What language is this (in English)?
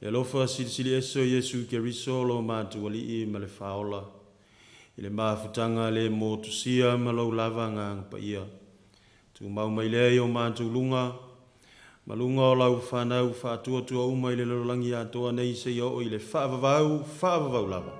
Samoan